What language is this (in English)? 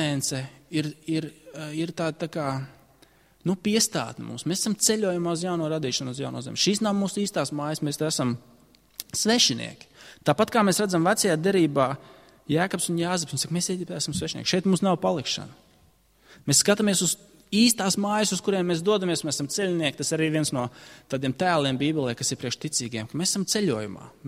Latvian